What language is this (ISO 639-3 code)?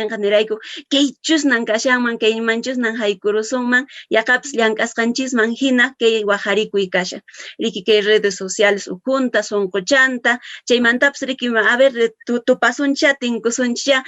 que